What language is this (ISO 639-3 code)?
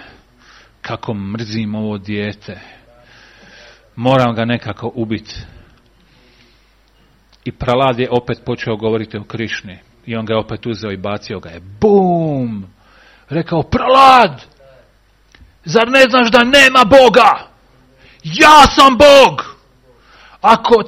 hrv